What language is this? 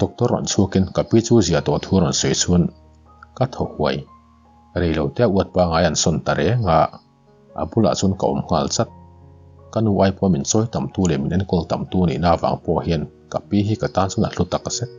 Mizo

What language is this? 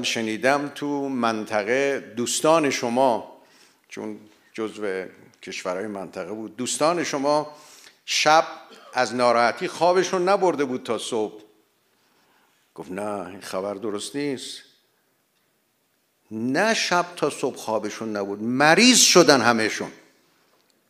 Persian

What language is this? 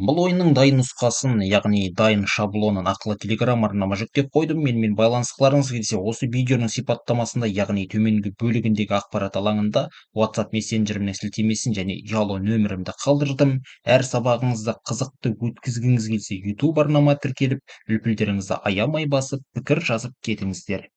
Kazakh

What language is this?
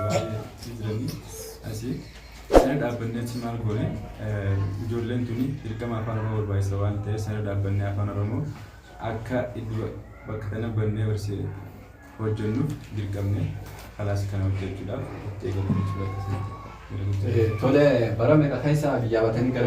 Oromo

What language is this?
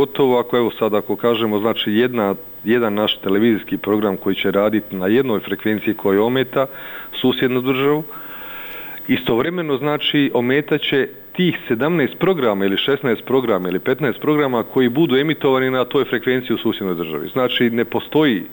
Bosnian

